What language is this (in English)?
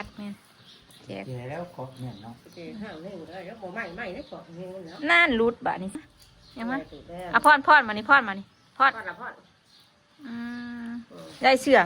Northeastern Thai